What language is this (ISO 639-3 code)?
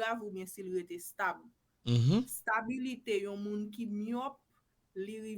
hat